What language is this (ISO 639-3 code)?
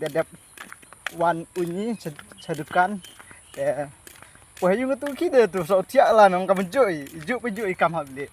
kha